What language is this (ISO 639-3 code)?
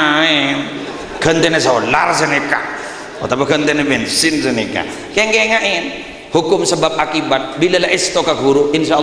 mad